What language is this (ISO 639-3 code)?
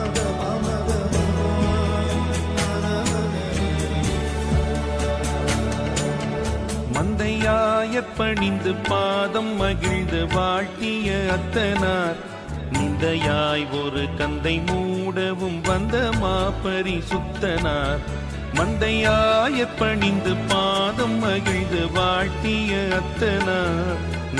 tam